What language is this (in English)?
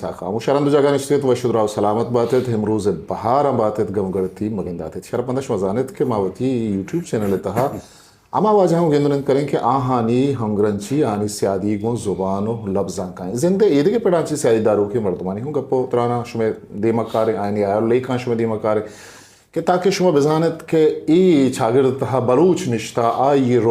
Eastern Balochi